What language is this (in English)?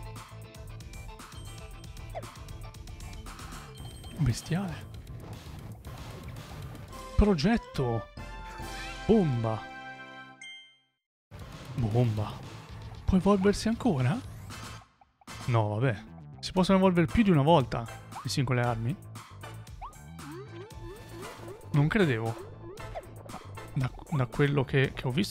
Italian